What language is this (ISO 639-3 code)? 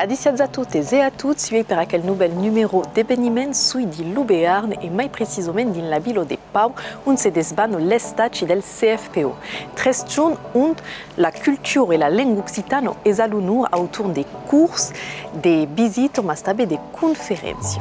oci